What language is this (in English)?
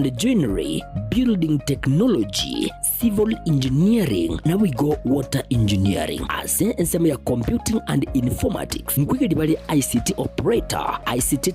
Gusii